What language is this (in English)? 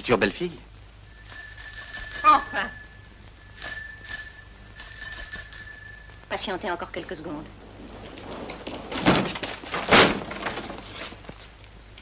French